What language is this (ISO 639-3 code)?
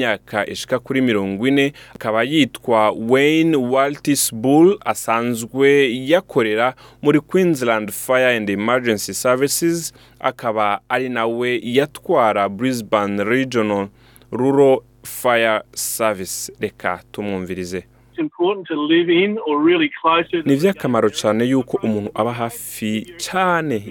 run